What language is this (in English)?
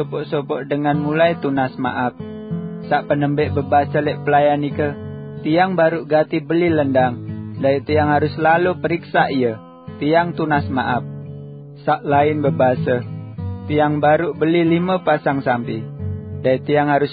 Sasak